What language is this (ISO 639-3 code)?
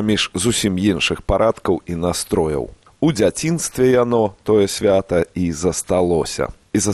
bel